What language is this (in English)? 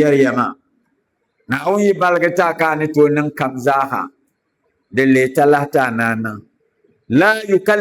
Dagbani